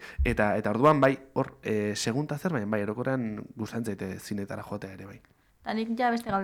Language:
Basque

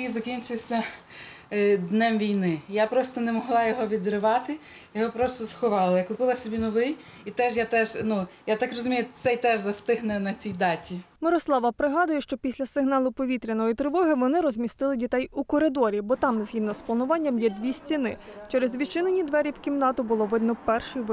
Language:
Ukrainian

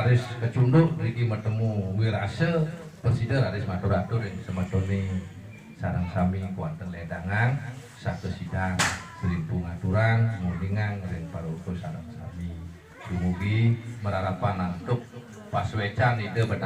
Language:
Balinese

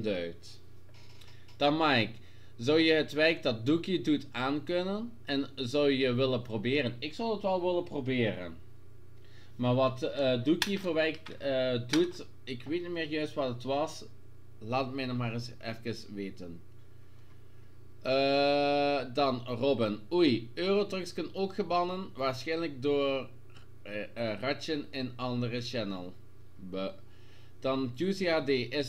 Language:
Dutch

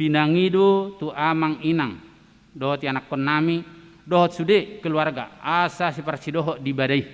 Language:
Batak Toba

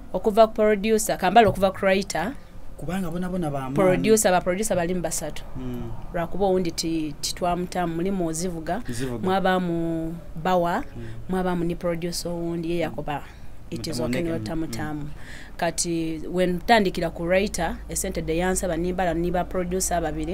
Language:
Soga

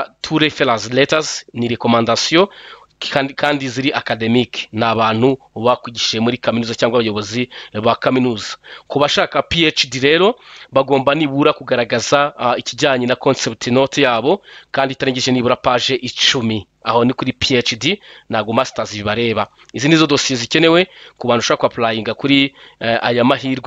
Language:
Kinyarwanda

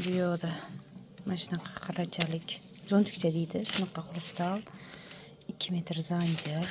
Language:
Uzbek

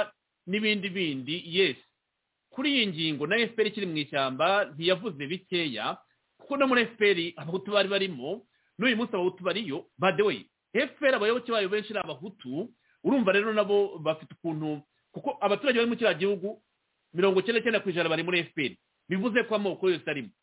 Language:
Kinyarwanda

